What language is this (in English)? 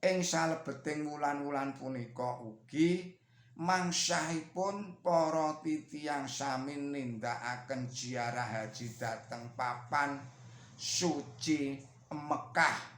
Javanese